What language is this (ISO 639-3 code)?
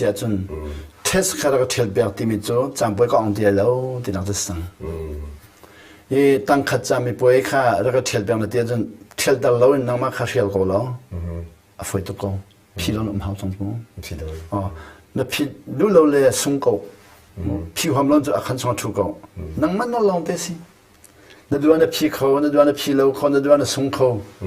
cnh